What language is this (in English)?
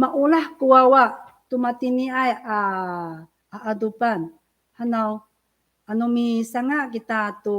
Amis